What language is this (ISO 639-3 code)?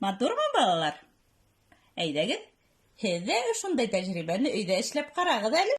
bak